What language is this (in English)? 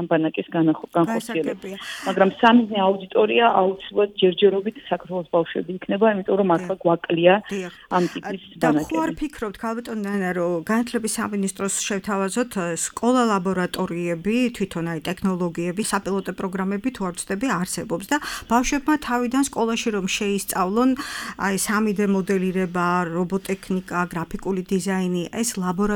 Georgian